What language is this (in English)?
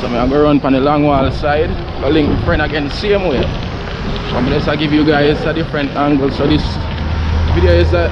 Jamaican Creole English